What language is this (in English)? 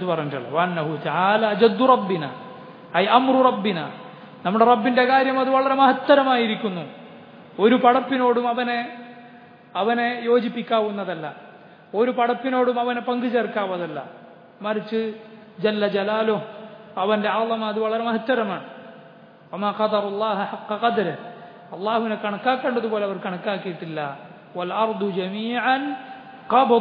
Malayalam